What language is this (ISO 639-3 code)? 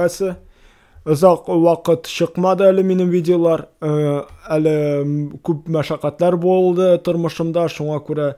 tat